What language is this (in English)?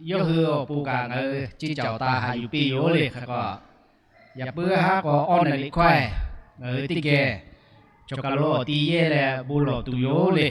Lahu